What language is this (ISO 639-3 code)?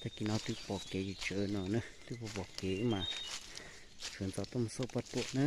hmn